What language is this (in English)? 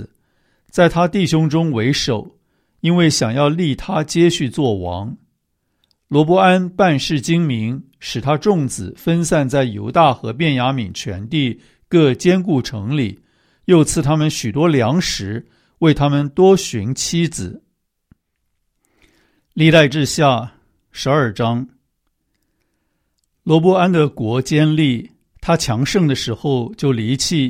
Chinese